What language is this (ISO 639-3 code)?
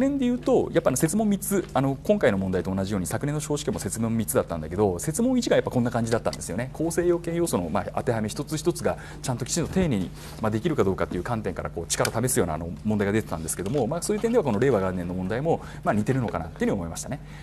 jpn